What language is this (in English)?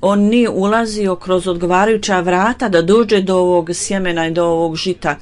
Bosnian